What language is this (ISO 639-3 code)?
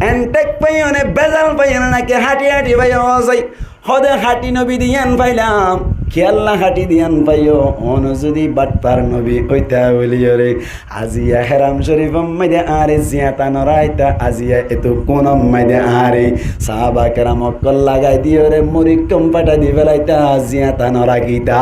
rhg